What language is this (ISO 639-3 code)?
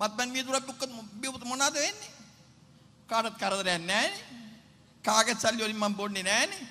sin